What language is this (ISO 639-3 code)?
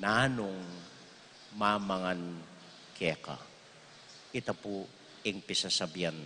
pam